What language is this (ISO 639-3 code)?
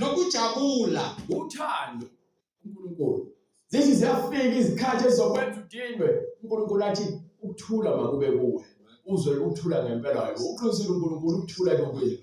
zul